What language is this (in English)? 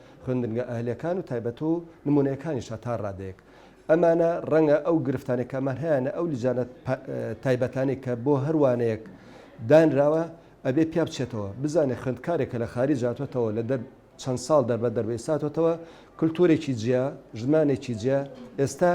Central Kurdish